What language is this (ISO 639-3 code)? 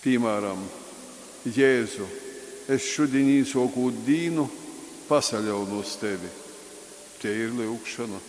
ltg